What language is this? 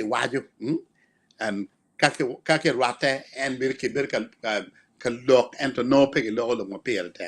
Acoli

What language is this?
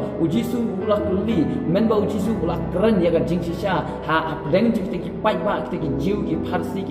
Khasi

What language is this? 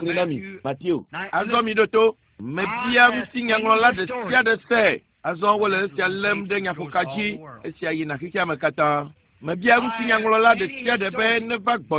Ewe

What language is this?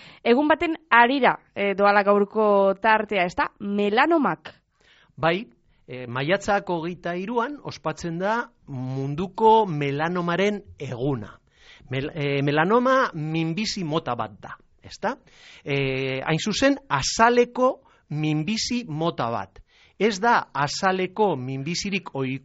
Basque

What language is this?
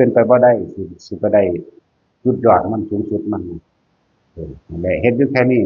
Northeastern Thai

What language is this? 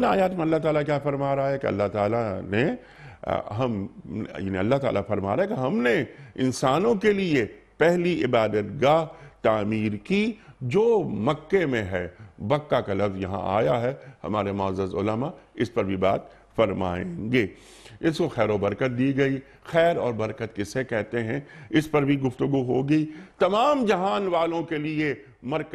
Urdu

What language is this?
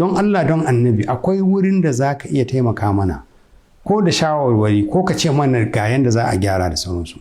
Hausa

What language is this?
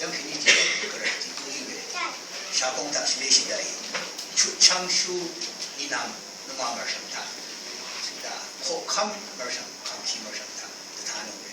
Rawang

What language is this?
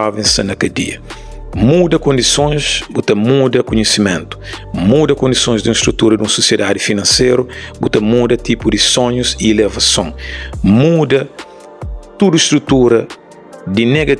Kabuverdianu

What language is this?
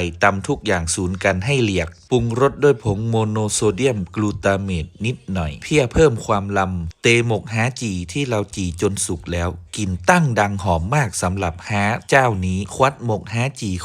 Lao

